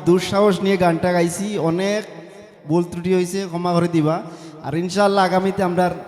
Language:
Sylheti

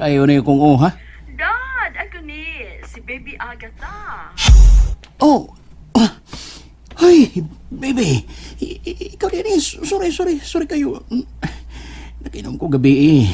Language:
Cebuano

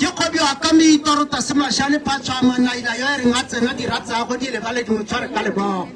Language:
Tswana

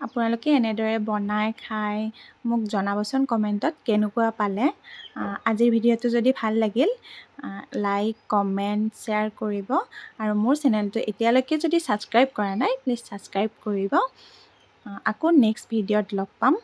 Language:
Assamese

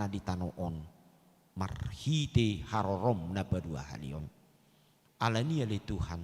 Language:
Batak Toba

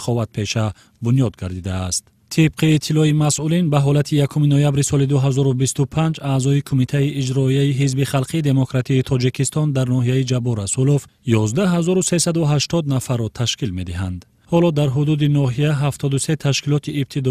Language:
Tajik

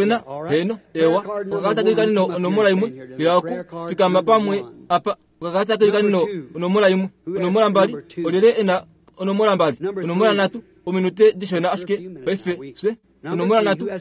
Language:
Kuanyama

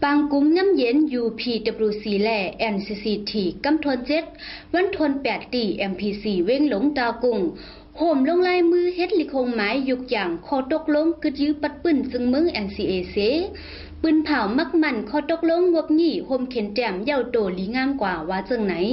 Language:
Shan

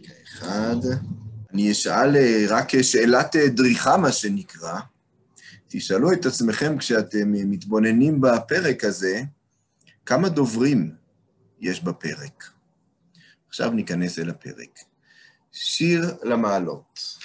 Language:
Hebrew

